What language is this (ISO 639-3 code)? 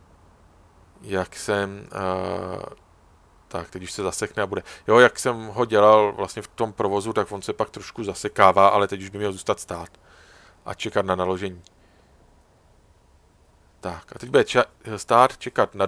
ces